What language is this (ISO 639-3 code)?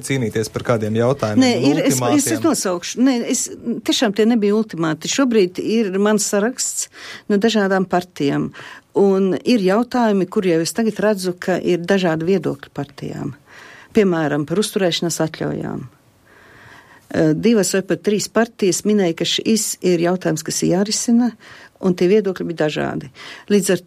lav